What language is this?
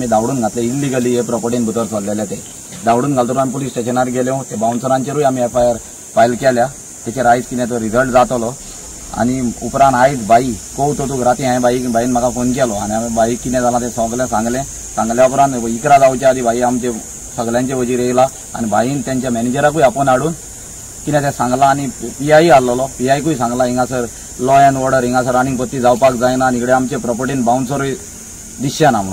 Konkani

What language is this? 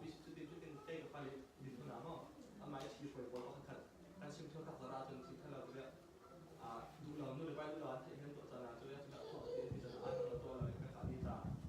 Falam Chin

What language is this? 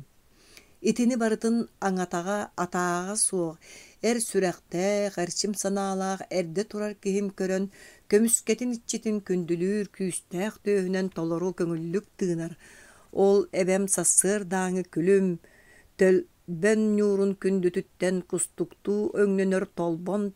Yakut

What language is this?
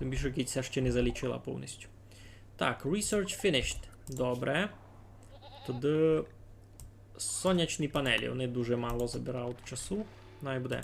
Rusyn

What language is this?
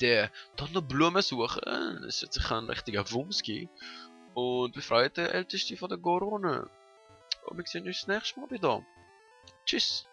Swiss German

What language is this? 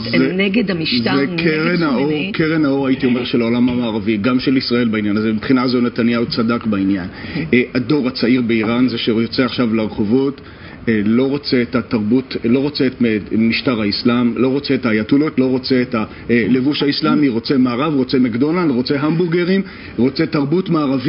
Hebrew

